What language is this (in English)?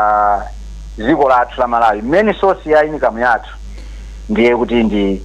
Nyanja